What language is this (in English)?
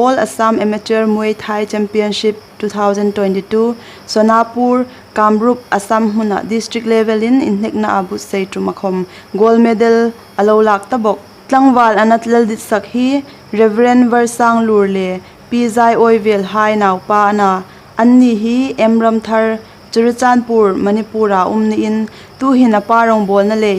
Hmar